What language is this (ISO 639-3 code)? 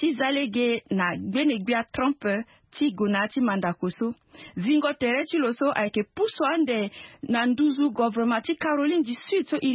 sag